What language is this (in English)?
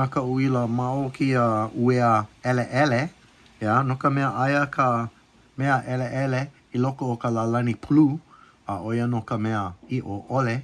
Hawaiian